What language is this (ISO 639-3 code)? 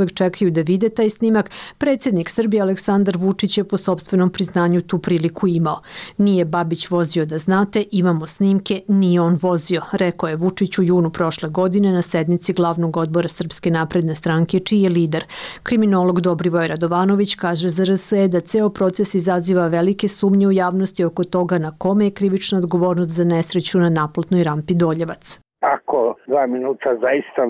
srp